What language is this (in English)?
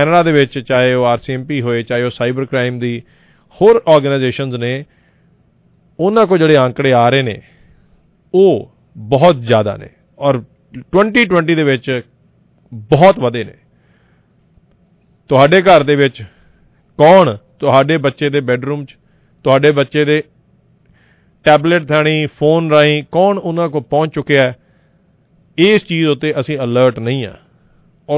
Punjabi